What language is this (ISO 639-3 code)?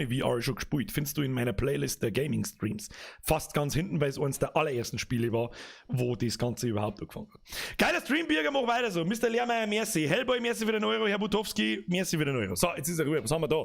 bar